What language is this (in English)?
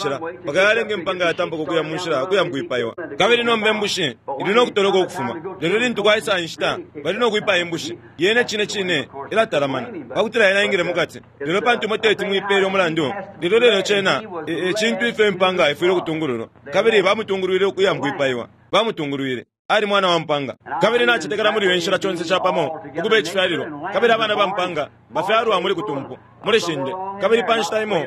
Bemba